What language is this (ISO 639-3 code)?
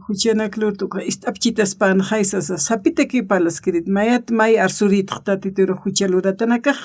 aym